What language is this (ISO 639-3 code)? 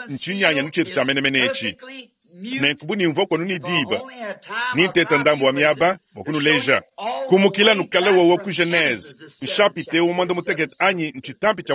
lua